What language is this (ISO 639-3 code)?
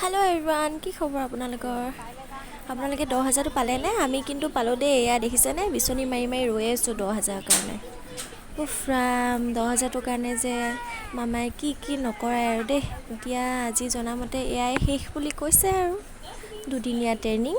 asm